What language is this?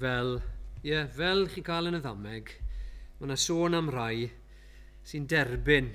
Welsh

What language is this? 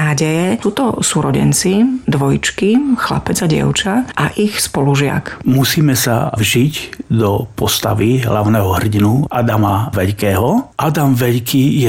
Slovak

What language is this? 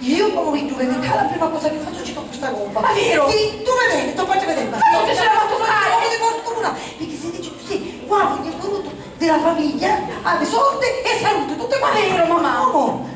Sicilian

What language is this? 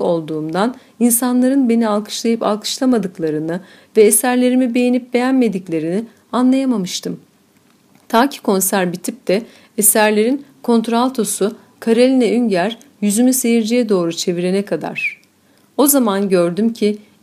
Turkish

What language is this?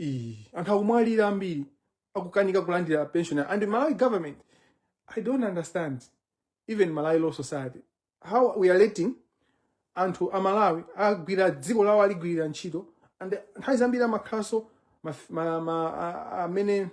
Nyanja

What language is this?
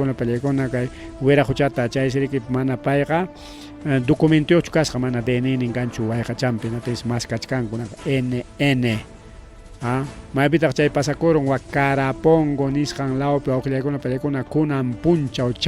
Ayacucho Quechua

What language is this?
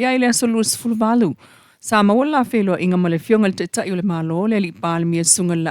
Samoan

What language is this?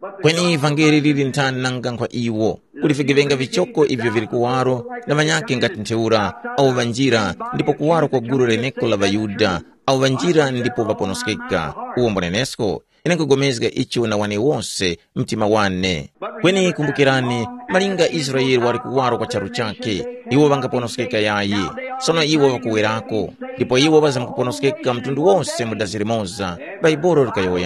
Tumbuka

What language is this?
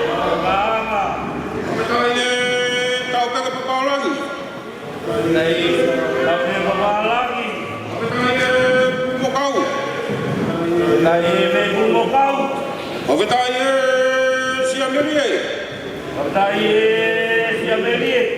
Tongan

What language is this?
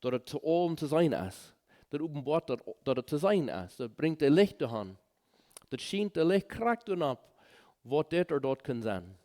Plautdietsch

